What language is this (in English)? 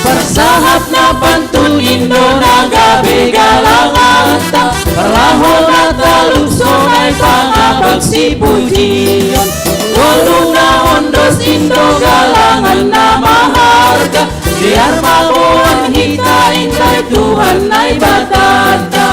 Batak Simalungun